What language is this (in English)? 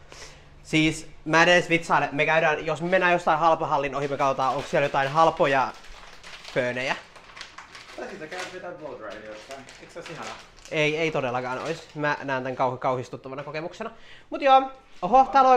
Finnish